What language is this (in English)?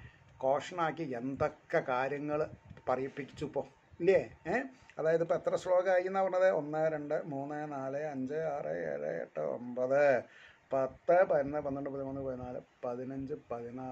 Malayalam